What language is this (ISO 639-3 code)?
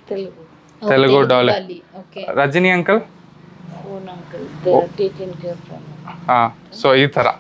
kan